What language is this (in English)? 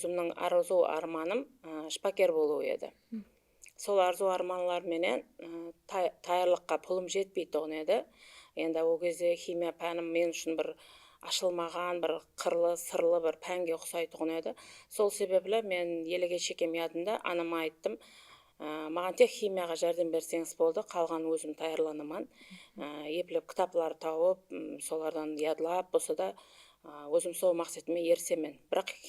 Kara-Kalpak